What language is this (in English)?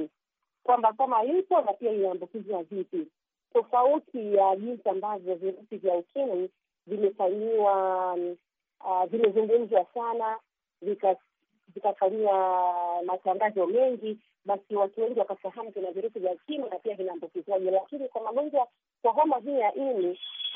Swahili